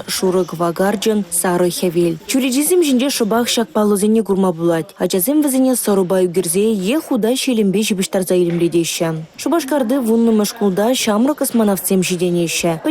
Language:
Chuvash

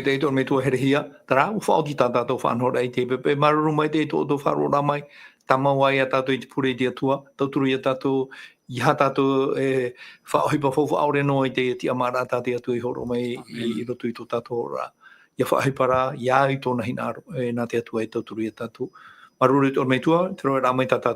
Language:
Tahitian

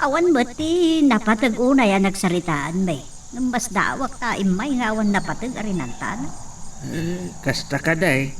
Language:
Iloko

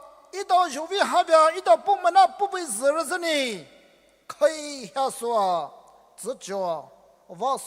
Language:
Poumei Naga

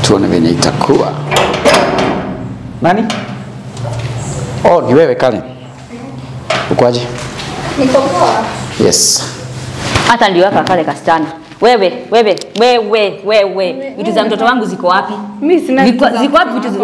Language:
Swahili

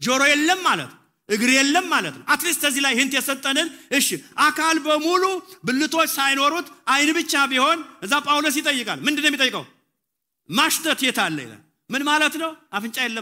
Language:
Amharic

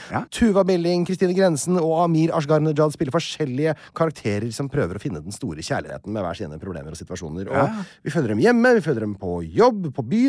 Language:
Norwegian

